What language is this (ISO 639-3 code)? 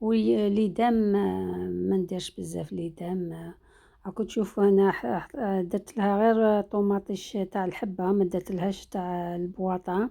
arq